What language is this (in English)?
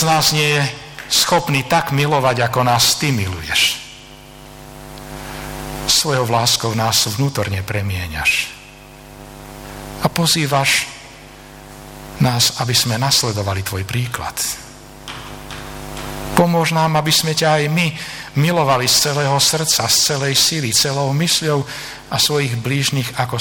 Slovak